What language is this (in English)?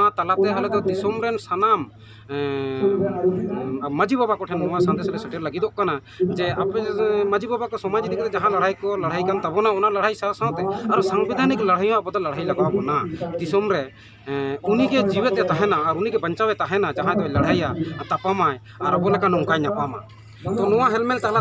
Santali